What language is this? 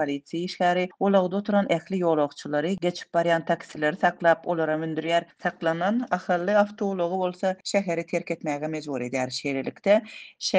Turkmen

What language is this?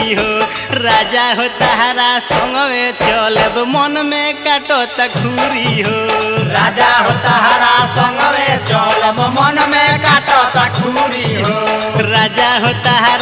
Bhojpuri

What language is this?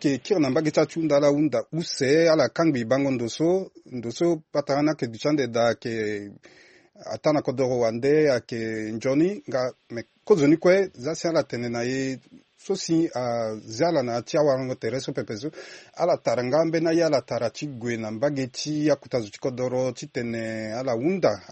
Sango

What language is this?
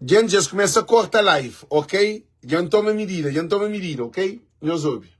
Kabuverdianu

